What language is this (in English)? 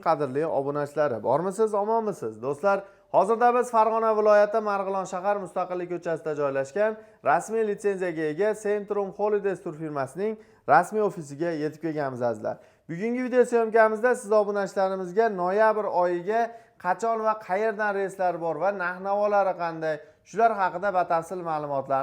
Uzbek